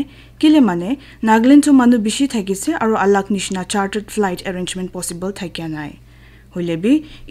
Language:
Naga Pidgin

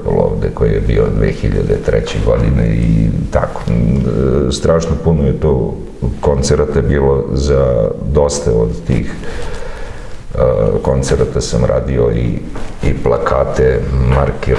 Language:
Serbian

